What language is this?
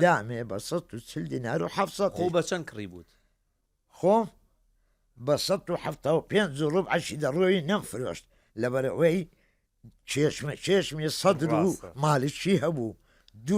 Central Kurdish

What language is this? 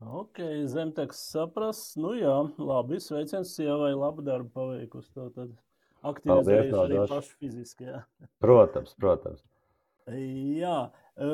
Latvian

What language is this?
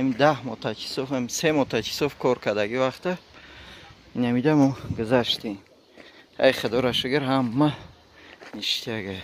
Tajik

